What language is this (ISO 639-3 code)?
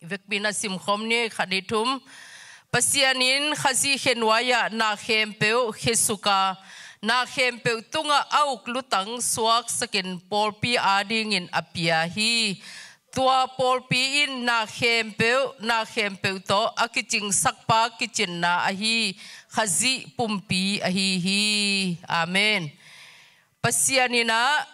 ctd